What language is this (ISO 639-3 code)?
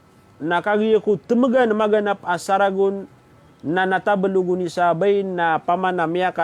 mrw